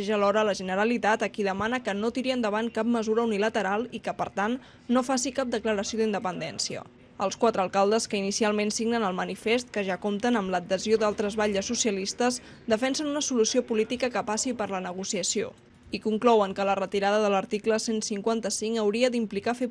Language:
Catalan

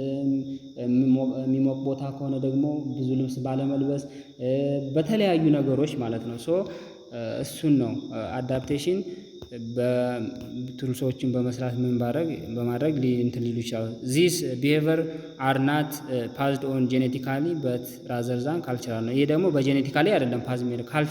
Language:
Amharic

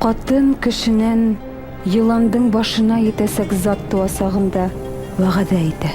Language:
Bashkir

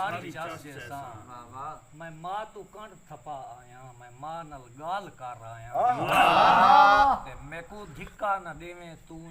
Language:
Saraiki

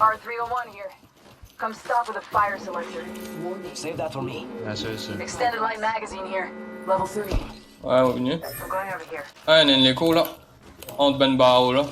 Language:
Morisyen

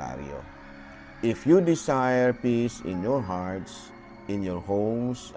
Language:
Cebuano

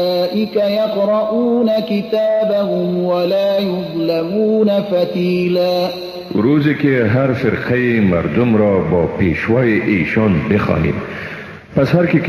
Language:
Persian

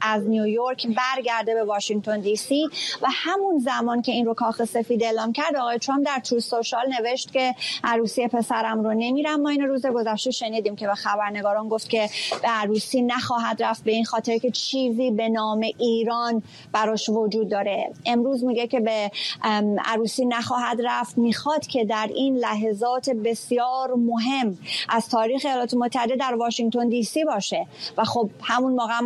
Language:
Persian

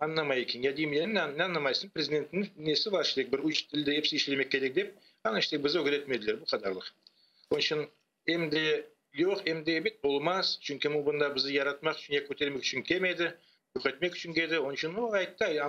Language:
Crimean Tatar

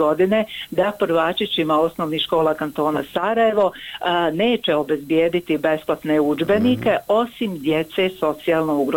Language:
Bosnian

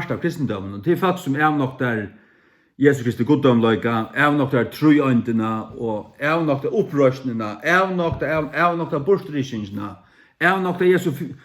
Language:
Faroese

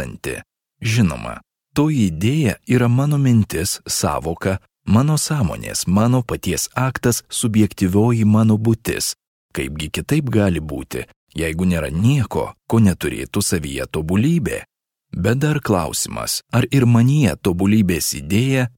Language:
Lithuanian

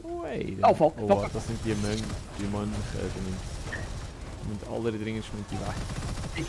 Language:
Swiss German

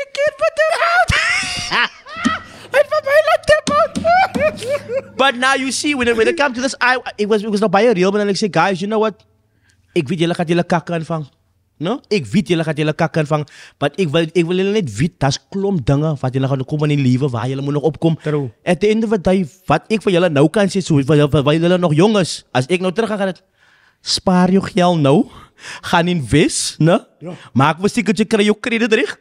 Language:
Afrikaans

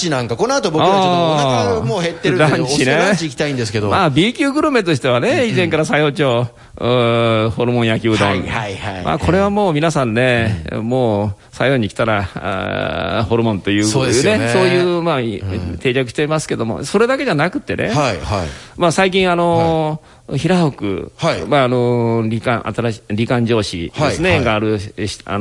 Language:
Japanese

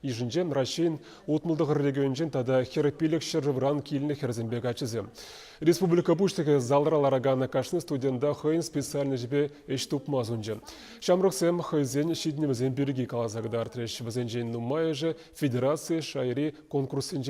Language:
Chuvash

